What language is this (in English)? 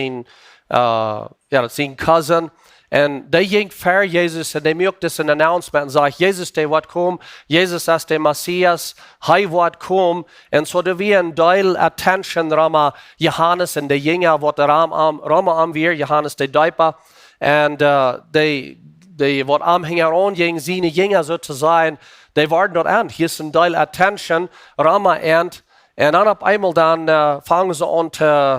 Plautdietsch